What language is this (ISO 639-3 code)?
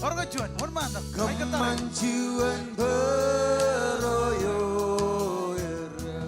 mah